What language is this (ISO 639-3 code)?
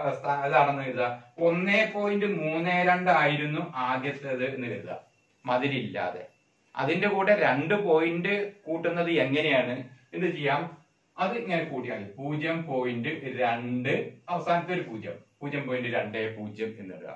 mal